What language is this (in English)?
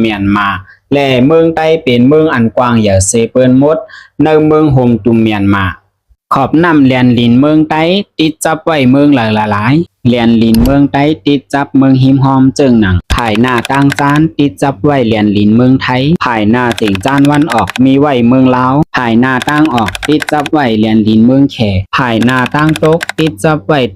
Shan